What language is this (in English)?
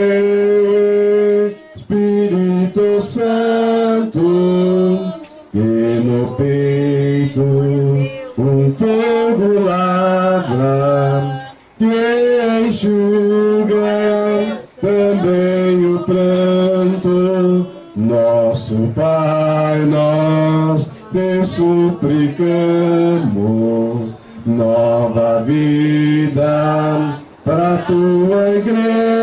Portuguese